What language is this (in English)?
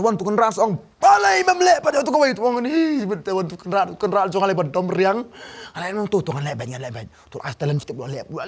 Khasi